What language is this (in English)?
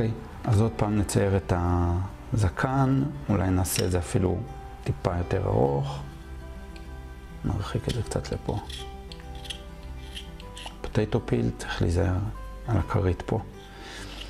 Hebrew